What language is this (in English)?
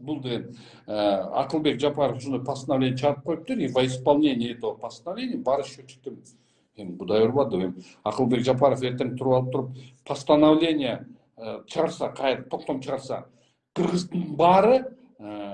Kyrgyz